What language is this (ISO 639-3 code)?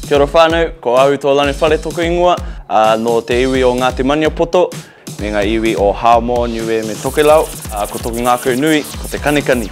mri